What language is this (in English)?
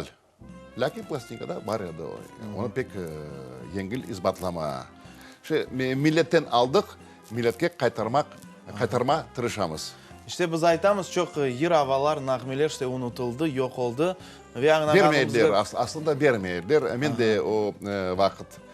Crimean Tatar